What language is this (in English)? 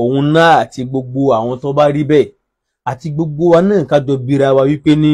Yoruba